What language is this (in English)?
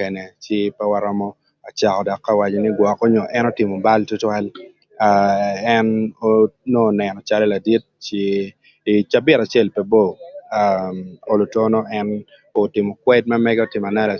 Acoli